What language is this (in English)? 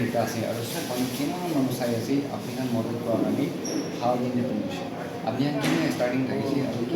Naga Pidgin